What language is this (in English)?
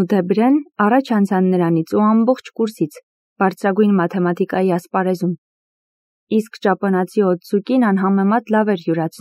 Armenian